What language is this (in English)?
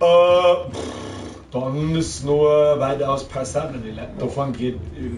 Bavarian